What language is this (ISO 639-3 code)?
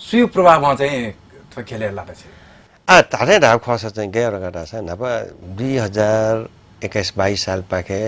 new